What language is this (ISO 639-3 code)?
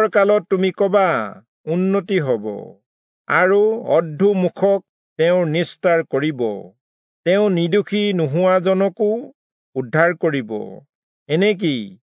asm